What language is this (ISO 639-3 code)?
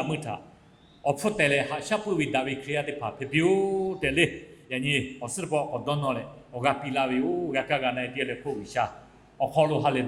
lhu